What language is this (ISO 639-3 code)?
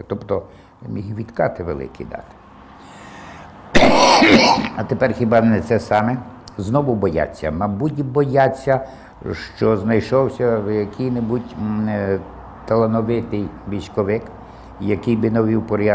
ukr